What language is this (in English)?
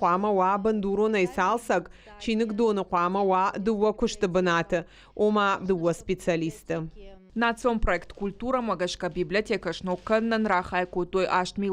Ossetic